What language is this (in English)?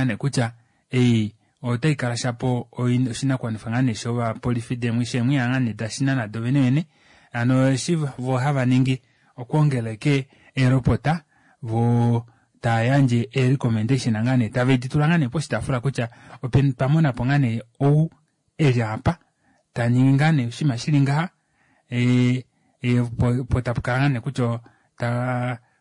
Kuanyama